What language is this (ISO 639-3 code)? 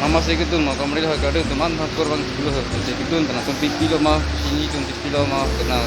mjw